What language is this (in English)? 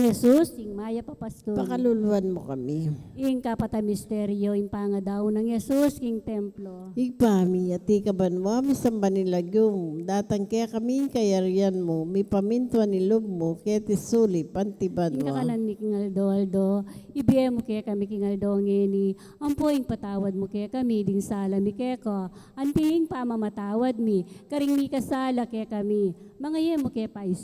Pampanga